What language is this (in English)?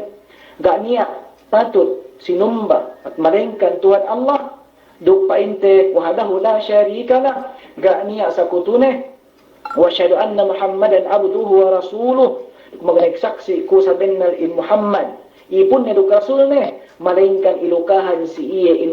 Yakan